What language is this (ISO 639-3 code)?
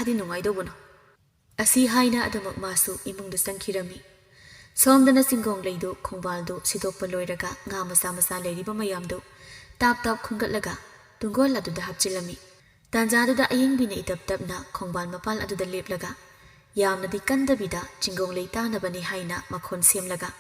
mni